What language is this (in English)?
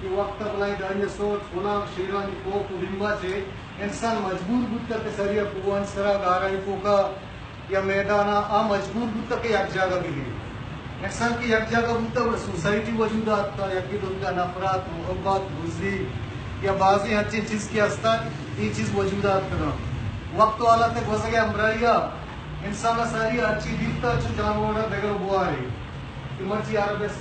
Baluchi